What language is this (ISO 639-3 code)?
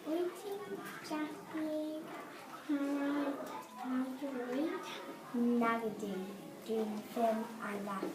cym